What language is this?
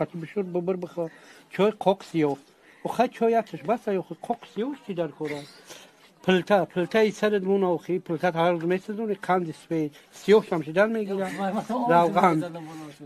Tajik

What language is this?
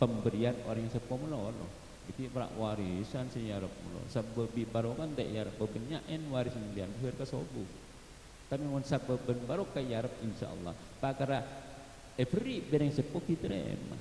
Madurese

